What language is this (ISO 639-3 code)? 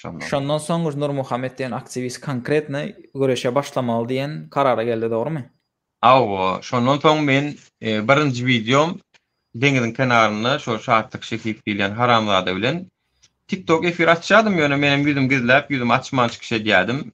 tuk